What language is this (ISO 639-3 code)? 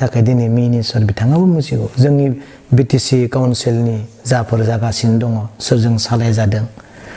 brx